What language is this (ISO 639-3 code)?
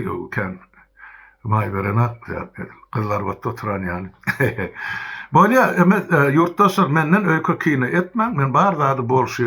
tuk